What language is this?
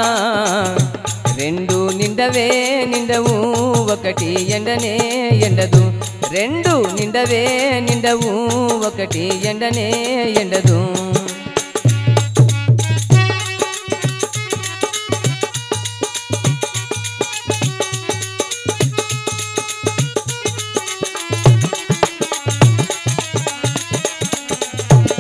Telugu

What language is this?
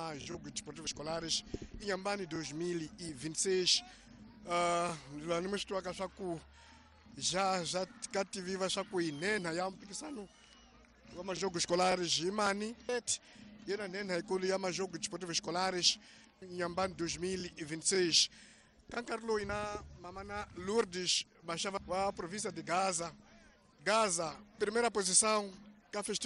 Tsonga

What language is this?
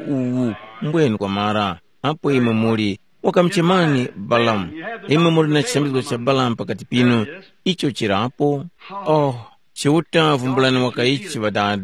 Tumbuka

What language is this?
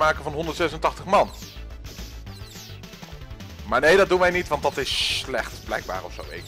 Dutch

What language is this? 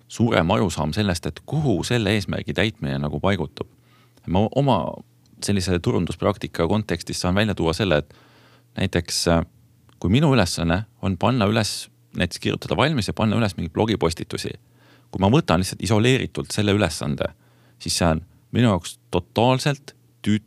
Estonian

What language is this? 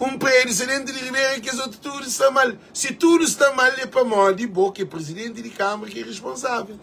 Kabuverdianu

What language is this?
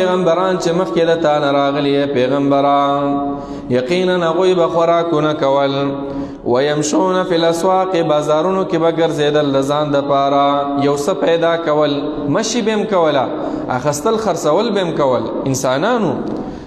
Pashto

